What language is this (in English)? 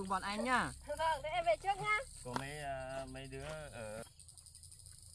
Vietnamese